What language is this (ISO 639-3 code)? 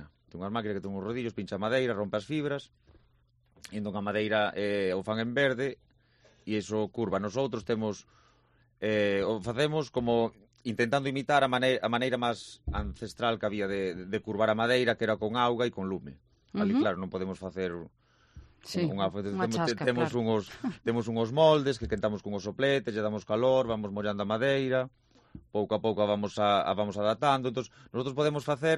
glg